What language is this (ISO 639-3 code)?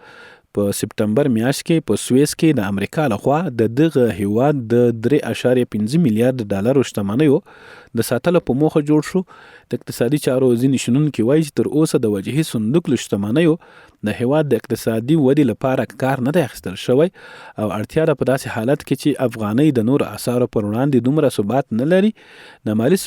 pus